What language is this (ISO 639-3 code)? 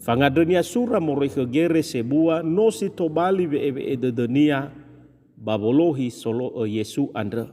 nia